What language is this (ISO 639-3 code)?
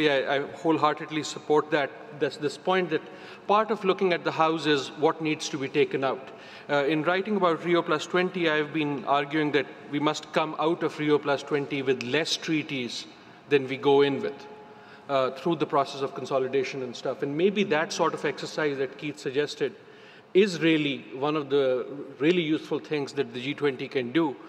eng